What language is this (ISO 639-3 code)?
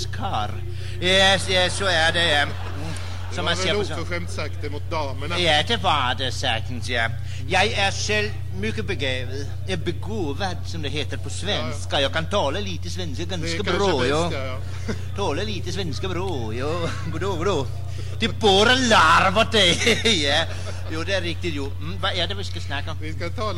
swe